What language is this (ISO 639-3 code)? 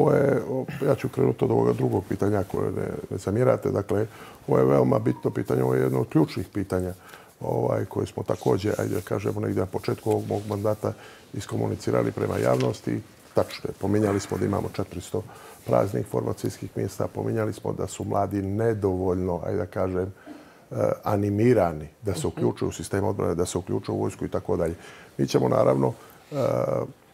bos